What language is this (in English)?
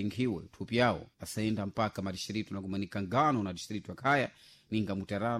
Sena